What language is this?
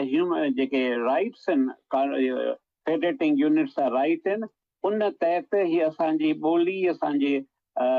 Sindhi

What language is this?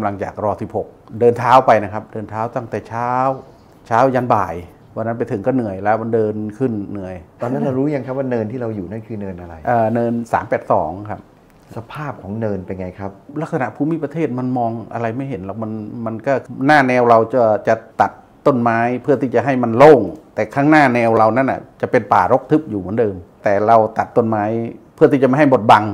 Thai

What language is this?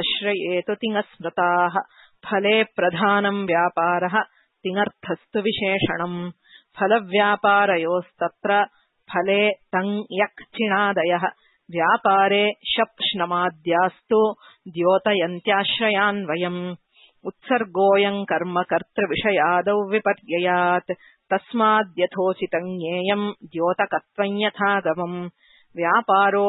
Sanskrit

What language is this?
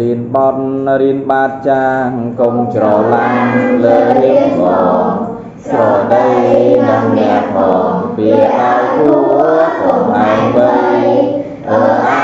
Khmer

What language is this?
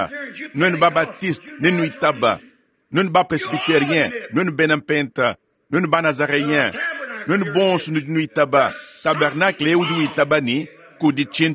Luba-Lulua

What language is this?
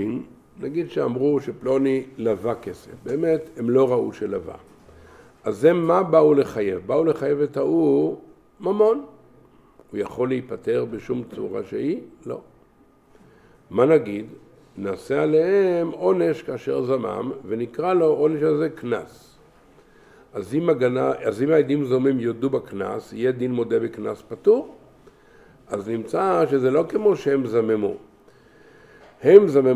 Hebrew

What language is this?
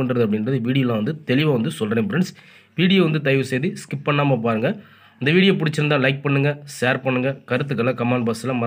Tamil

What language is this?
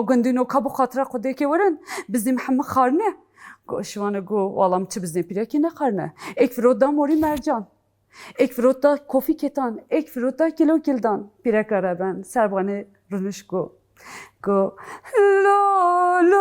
Kurdish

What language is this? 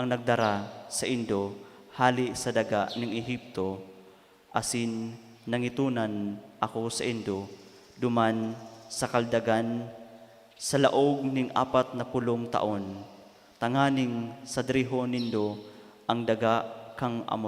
Bikol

